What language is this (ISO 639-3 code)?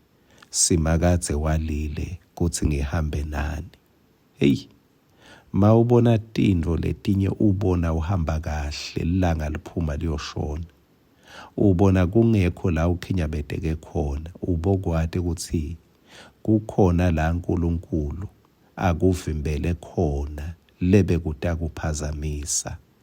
ssw